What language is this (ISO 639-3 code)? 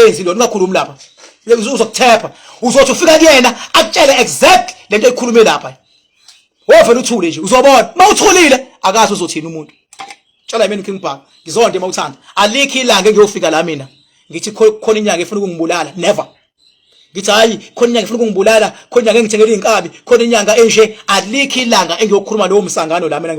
zul